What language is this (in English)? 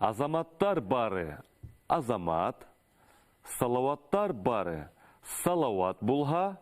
Bashkir